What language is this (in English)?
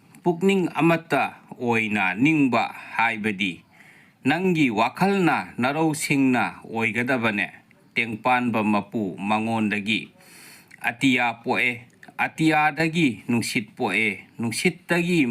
Manipuri